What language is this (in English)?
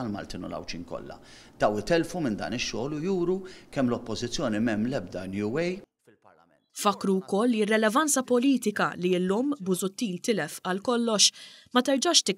Maltese